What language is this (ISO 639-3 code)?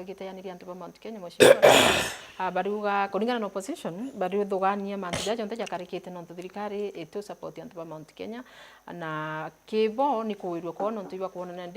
mer